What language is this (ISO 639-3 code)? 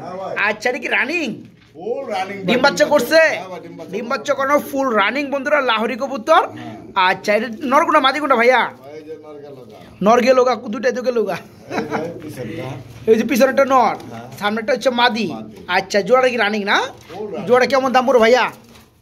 ben